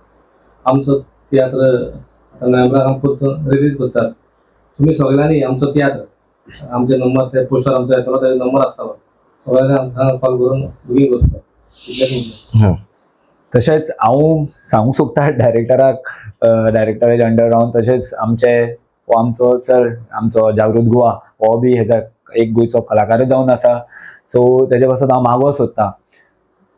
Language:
Konkani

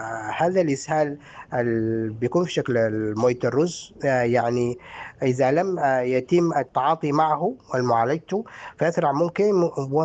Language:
Sudanese Arabic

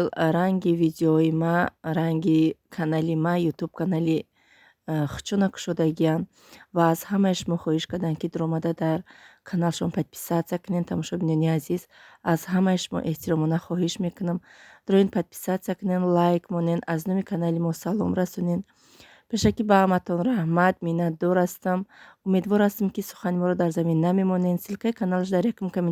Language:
Tajik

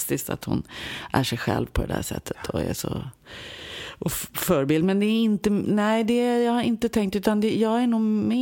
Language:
Swedish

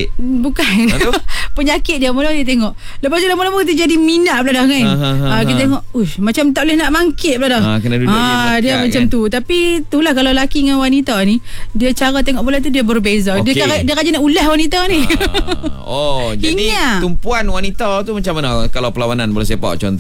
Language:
Malay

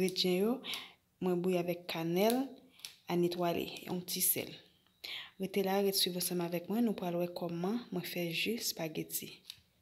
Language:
Haitian Creole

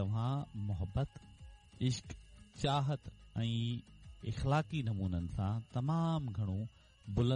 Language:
Sindhi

